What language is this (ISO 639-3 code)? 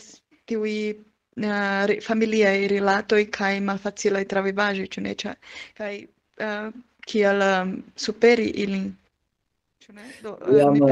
epo